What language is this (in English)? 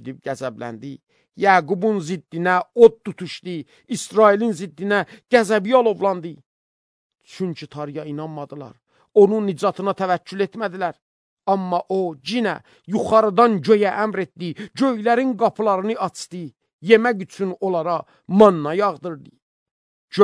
Azerbaijani